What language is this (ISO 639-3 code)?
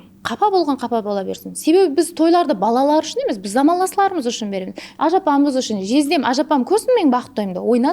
kaa